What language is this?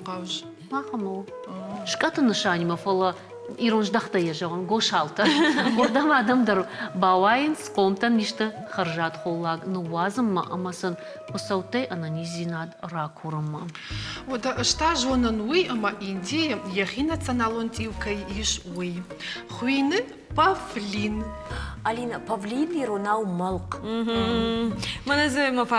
Ossetic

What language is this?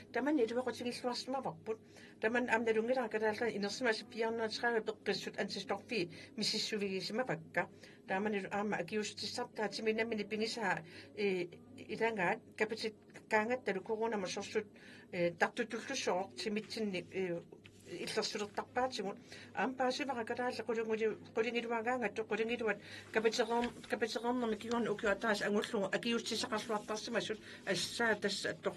Kalaallisut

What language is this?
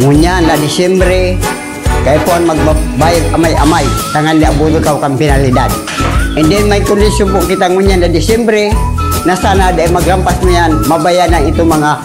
Bikol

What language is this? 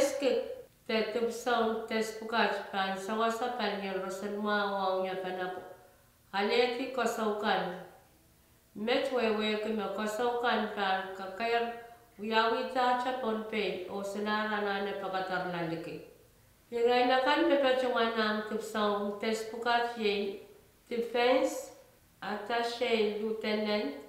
Pohnpeian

